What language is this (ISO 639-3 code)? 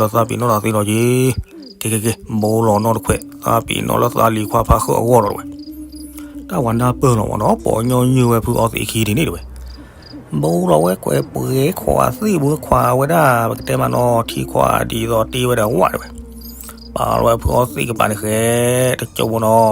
ksw